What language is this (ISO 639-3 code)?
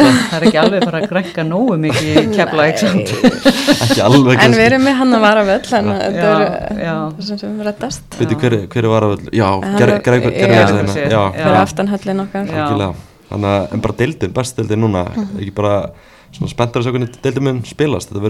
isl